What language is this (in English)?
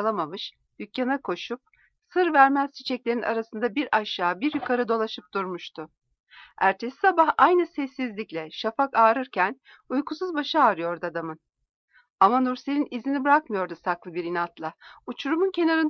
Turkish